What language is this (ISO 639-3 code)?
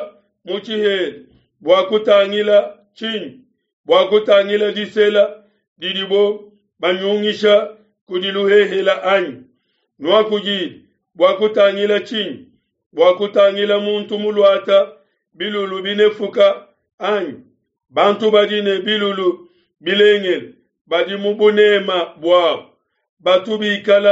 lua